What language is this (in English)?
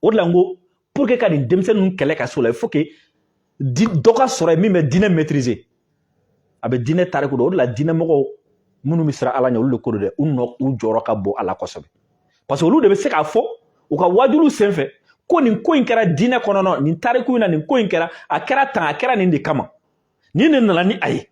Bambara